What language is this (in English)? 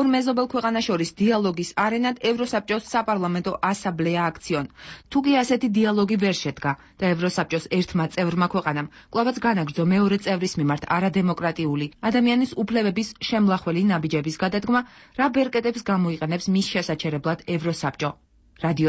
Georgian